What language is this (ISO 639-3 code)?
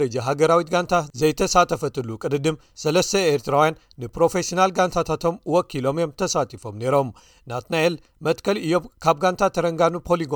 tir